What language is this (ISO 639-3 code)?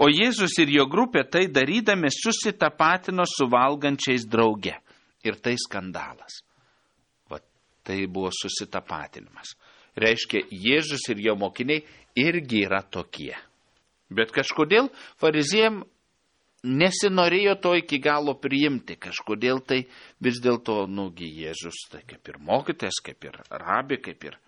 lit